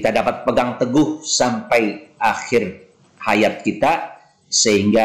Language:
Indonesian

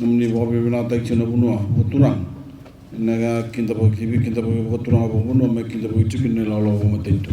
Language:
Fijian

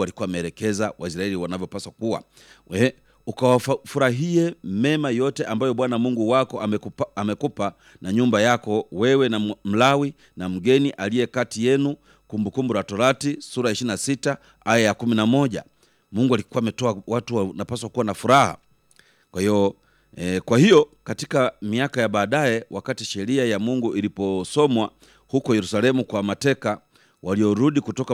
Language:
Swahili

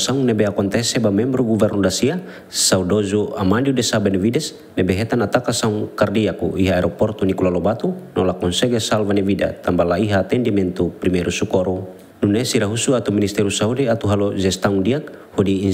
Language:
Tetum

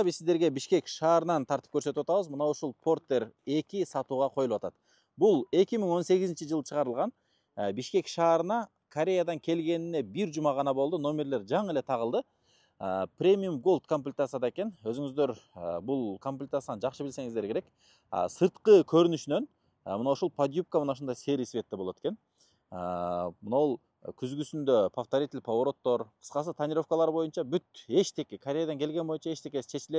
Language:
Kyrgyz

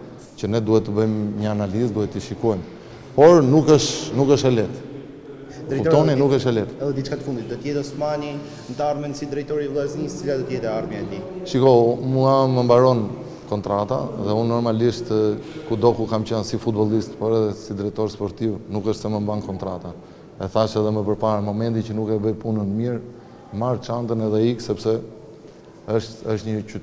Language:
Albanian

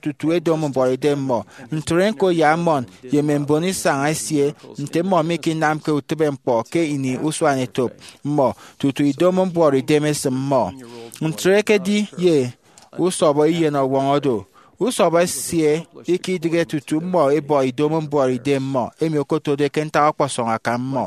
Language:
Efik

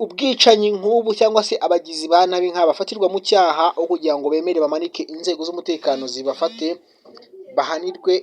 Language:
Kinyarwanda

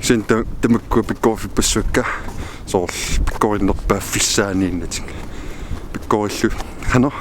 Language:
Kalaallisut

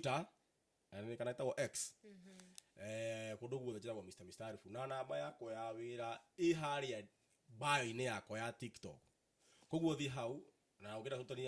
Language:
Kikuyu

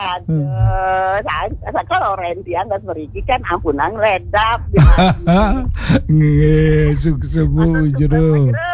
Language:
Balinese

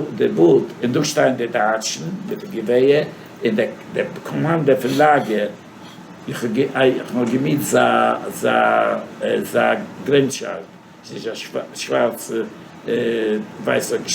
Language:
Yiddish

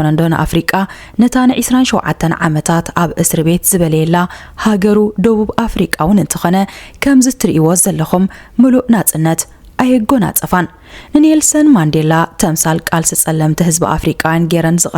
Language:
Tigrinya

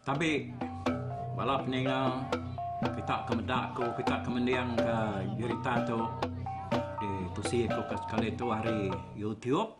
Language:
Iban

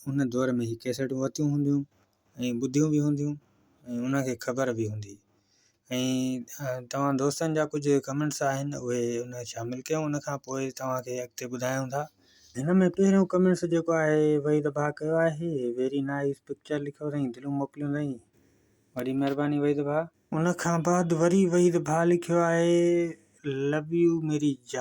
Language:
Sindhi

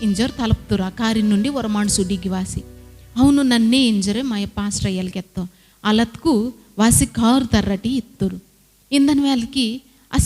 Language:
Koya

